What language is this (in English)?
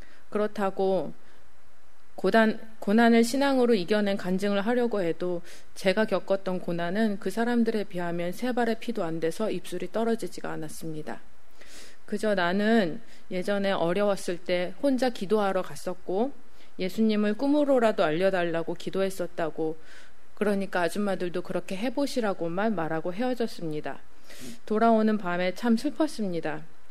Korean